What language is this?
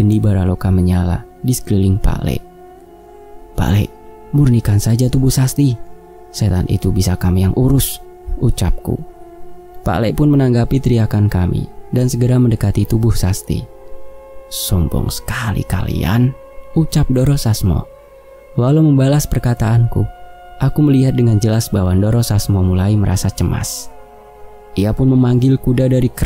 Indonesian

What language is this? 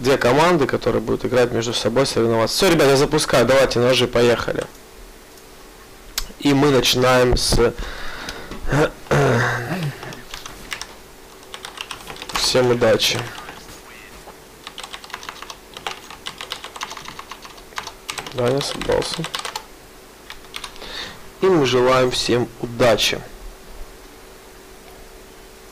Russian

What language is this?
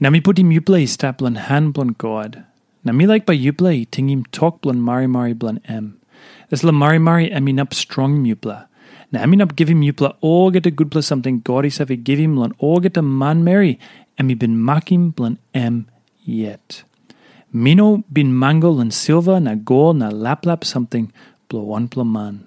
Tok Pisin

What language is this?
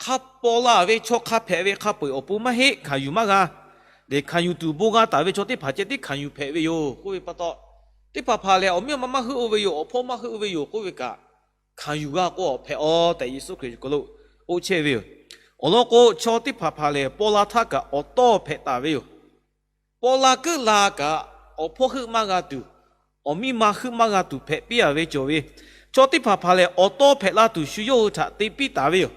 Lahu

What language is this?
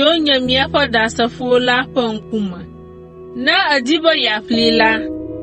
Ewe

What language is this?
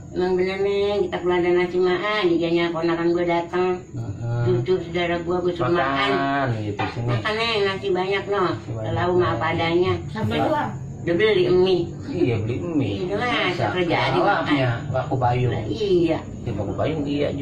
Betawi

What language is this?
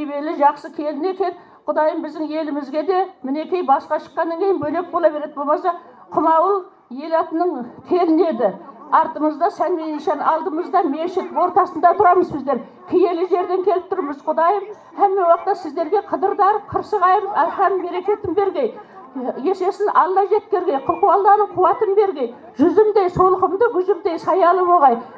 Kara-Kalpak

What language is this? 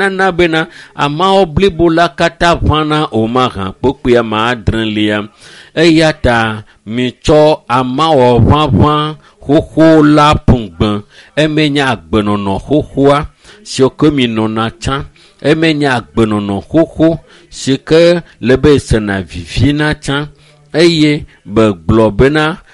Ewe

